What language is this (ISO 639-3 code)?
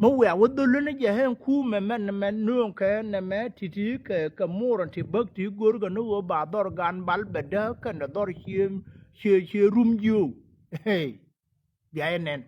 nus